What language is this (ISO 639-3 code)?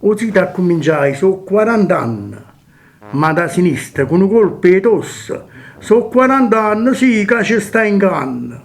nap